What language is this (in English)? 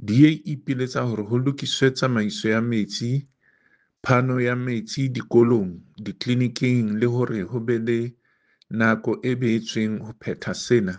Southern Sotho